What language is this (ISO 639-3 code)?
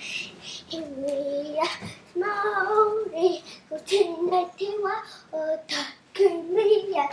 mri